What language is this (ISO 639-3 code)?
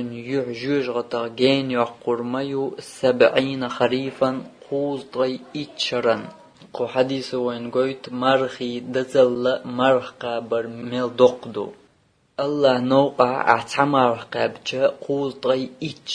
che